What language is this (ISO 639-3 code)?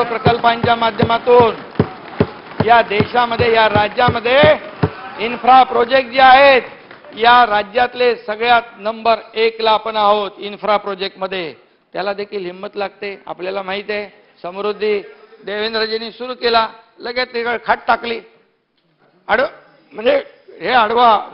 mar